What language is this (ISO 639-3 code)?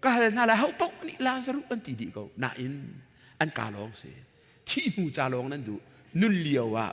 cnh